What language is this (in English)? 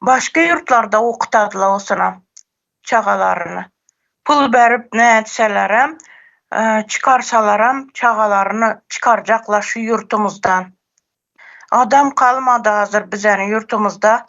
Turkmen